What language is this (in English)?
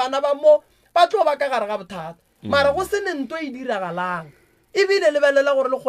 Northern Sotho